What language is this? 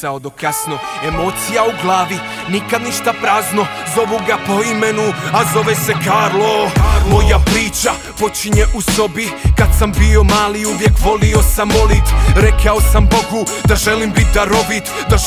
Croatian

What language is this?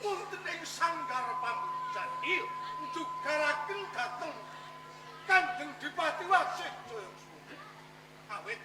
Javanese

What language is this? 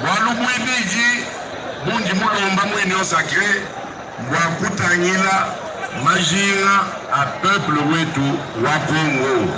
Luba-Lulua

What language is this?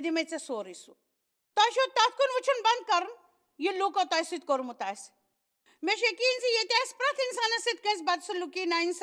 Kashmiri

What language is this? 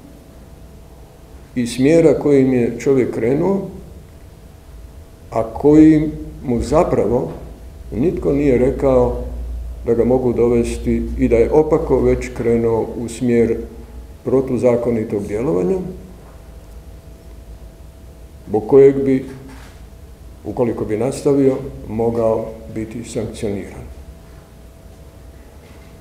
Croatian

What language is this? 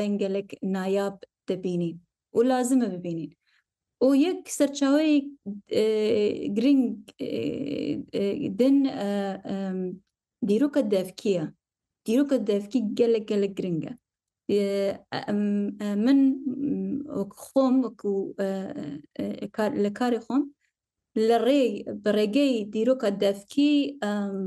Kurdish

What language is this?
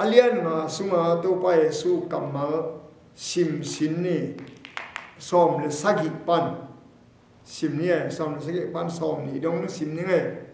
Tedim Chin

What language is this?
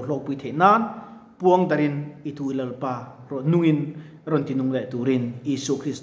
Mizo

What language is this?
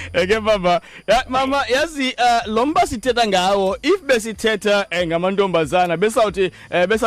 Xhosa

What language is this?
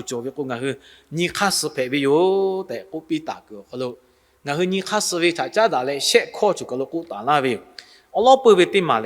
Lahu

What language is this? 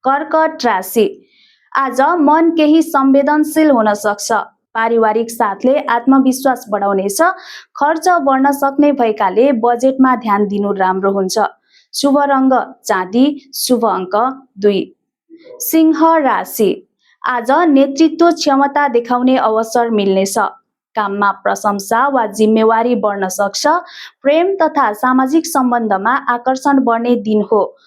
Nepali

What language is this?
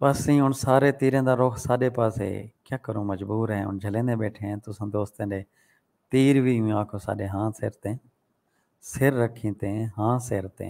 Saraiki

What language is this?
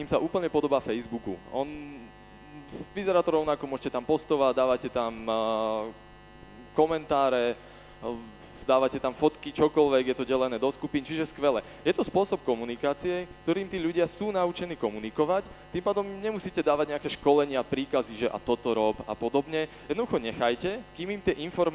Slovak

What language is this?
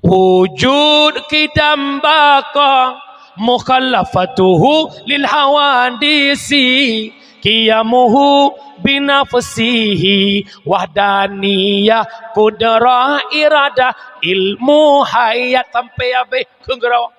Achinese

